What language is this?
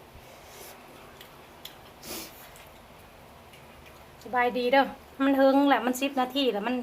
Lao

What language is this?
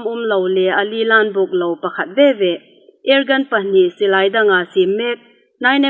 Hmar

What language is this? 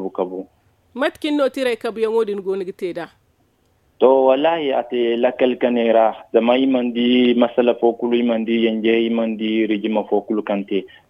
Zarma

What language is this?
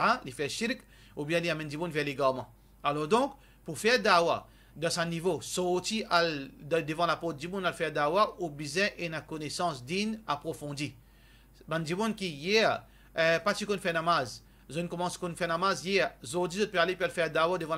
Morisyen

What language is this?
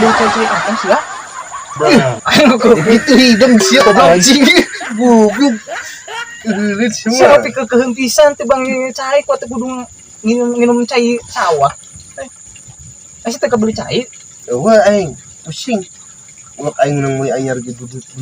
Sundanese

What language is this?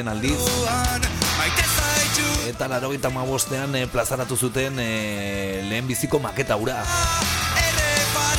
Basque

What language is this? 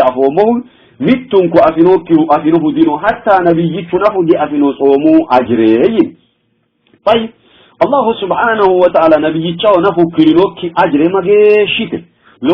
Sidamo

